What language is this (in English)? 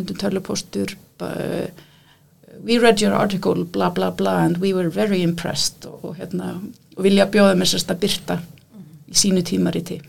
Icelandic